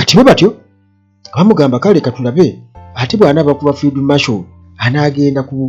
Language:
Ganda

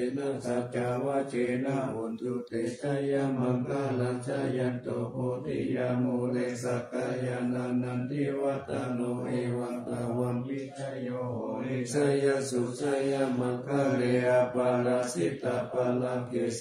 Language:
Pali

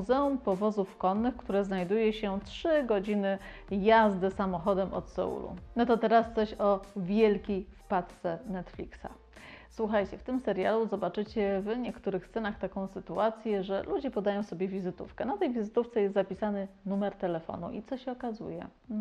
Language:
Polish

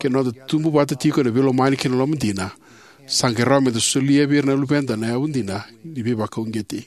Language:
Fijian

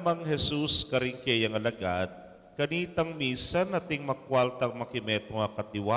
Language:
Pampanga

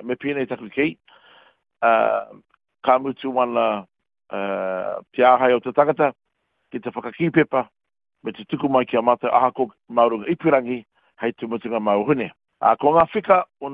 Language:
Māori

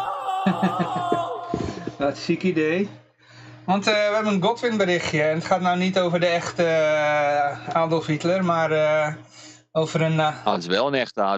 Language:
Dutch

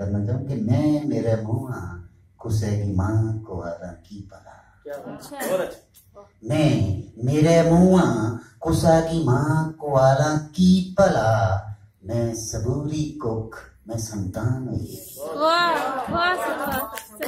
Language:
Dogri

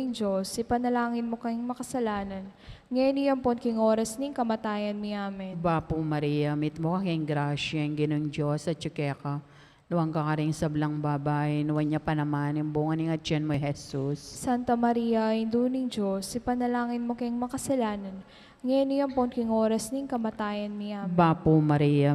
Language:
Pampanga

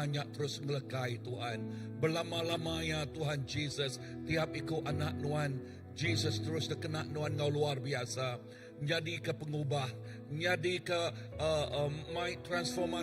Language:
Iban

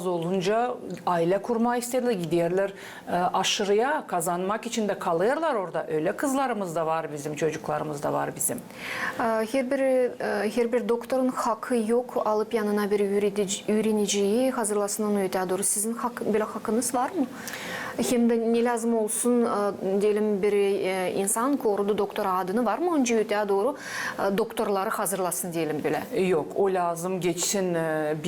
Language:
Gagauz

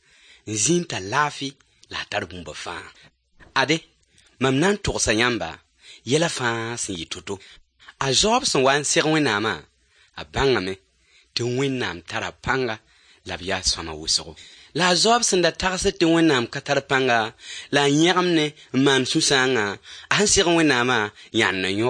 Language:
Mossi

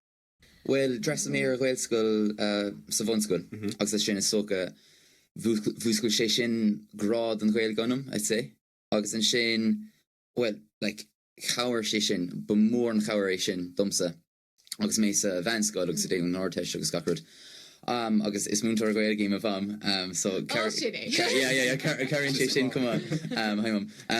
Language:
Irish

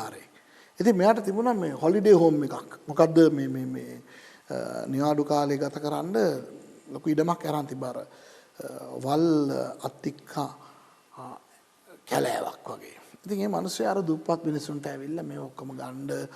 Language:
Sinhala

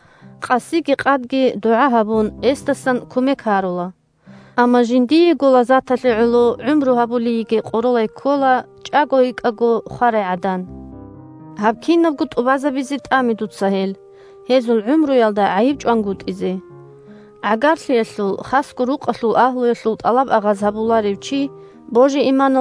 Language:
Avaric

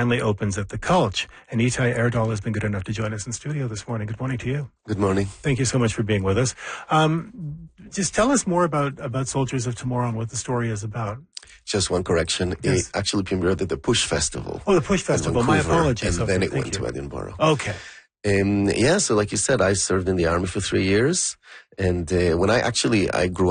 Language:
English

